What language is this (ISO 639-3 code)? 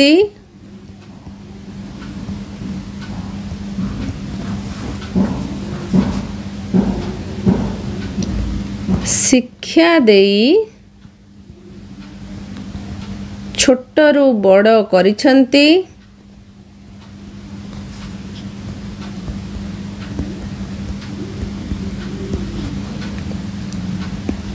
ori